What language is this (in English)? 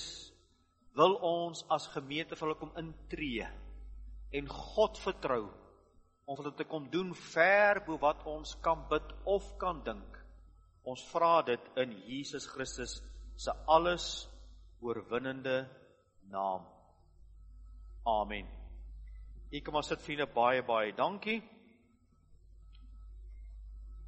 Afrikaans